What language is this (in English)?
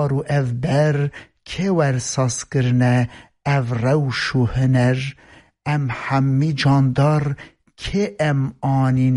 Kurdish